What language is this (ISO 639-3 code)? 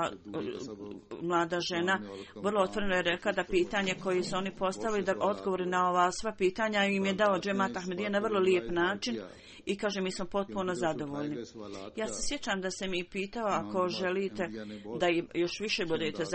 bos